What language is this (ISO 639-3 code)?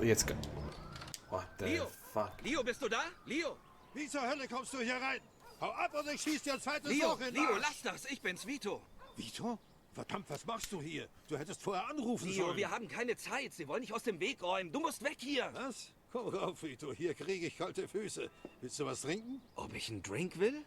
gsw